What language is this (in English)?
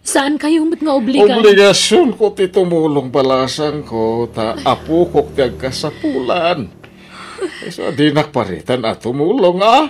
Iloko